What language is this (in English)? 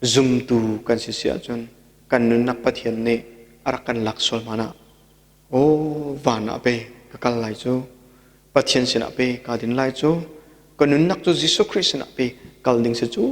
Hakha Chin